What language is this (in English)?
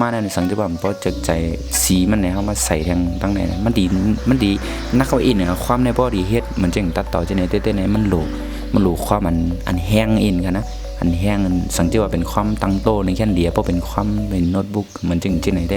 Shan